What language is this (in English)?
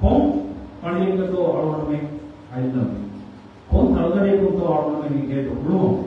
Divehi